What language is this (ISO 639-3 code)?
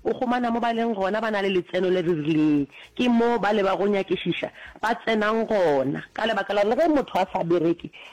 nso